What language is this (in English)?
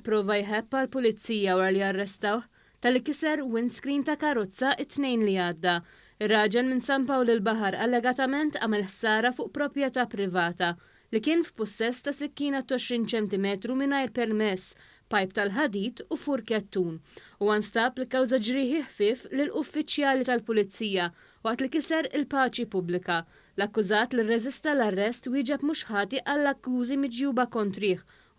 Maltese